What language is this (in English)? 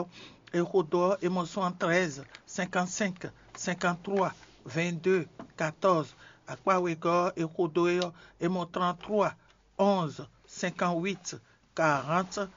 Fon